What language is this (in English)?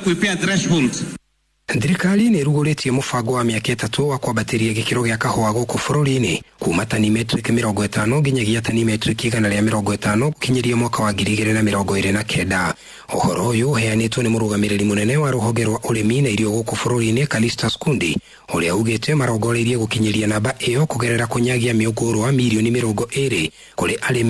Kikuyu